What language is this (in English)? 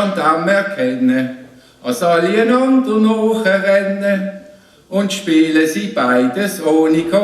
Swiss German